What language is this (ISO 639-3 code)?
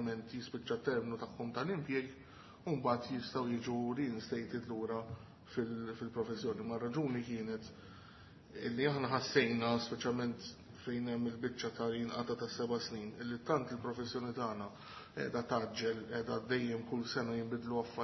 mlt